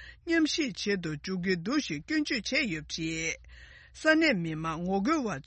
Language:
Tibetan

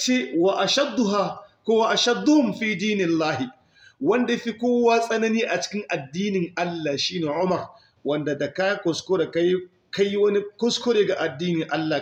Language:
Hausa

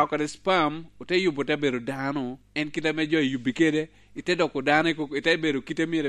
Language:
Lango (Uganda)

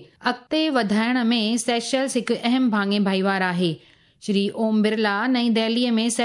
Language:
Sindhi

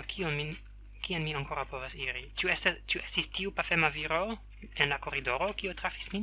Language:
Esperanto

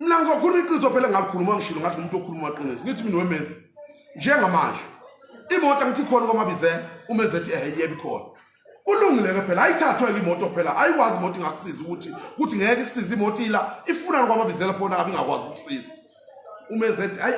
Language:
Zulu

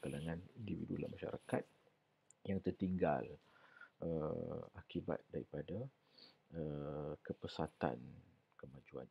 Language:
Malay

